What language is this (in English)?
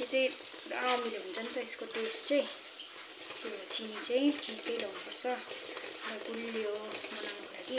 Nepali